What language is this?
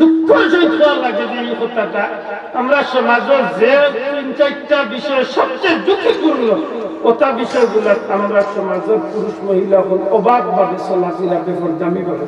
Sylheti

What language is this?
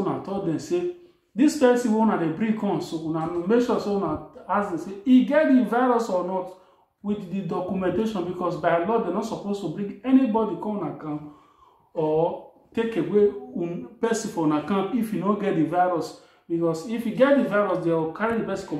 Nigerian Pidgin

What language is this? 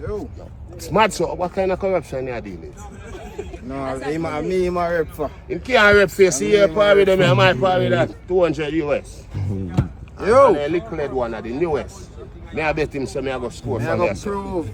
Jamaican Creole English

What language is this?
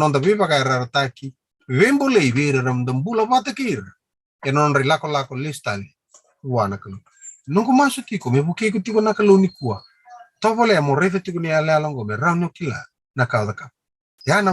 Fijian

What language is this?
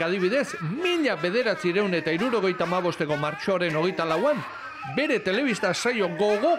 Basque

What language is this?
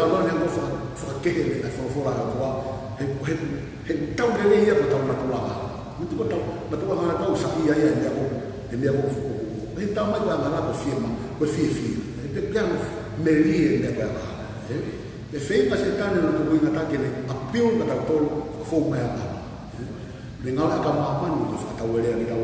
Tongan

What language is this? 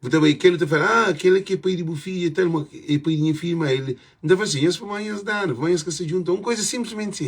Kabuverdianu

